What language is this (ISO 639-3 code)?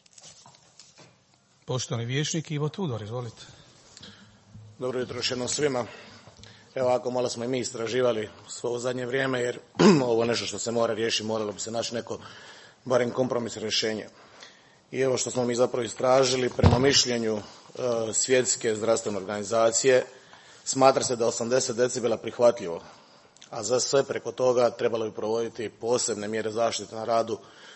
hrv